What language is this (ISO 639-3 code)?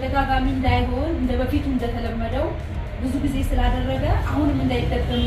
amh